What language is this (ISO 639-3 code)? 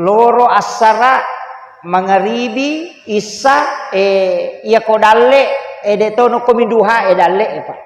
bug